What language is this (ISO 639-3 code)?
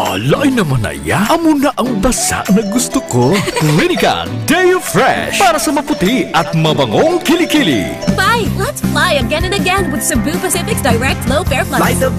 hil